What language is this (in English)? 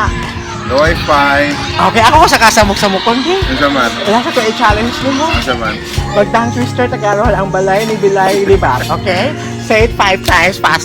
Cebuano